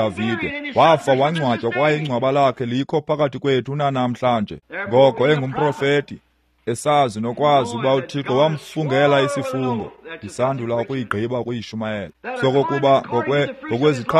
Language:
Xhosa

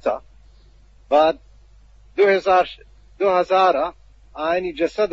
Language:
Eastern Balochi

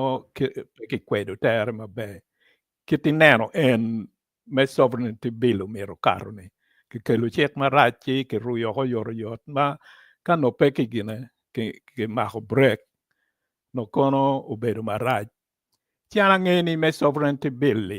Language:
Acoli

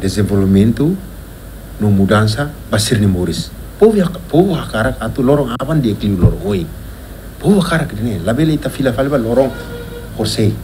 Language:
Tetum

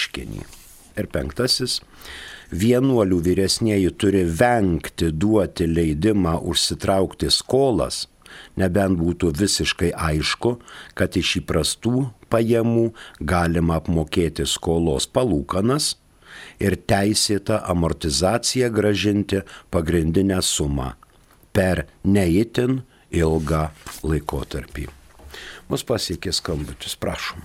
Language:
Lithuanian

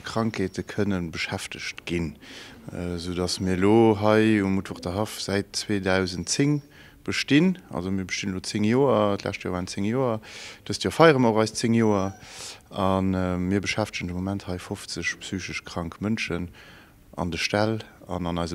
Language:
Luxembourgish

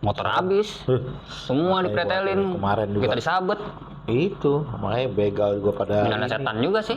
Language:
Betawi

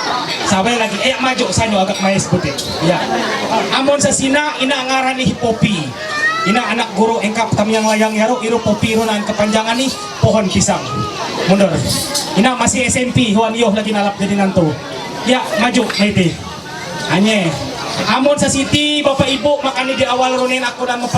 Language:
Ma'anyan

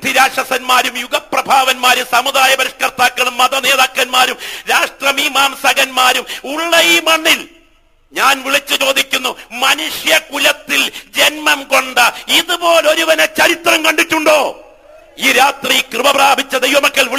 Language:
Malayalam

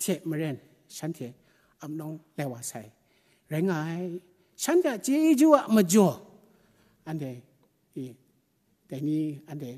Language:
Kachin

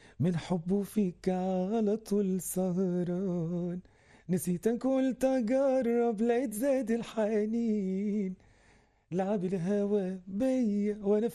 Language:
North Levantine Arabic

